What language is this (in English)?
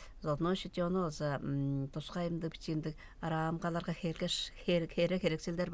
Tuvinian